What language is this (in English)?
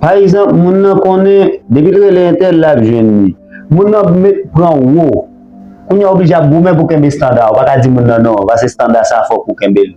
Haitian Creole